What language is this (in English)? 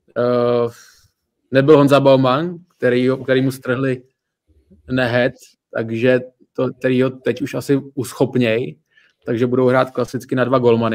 Czech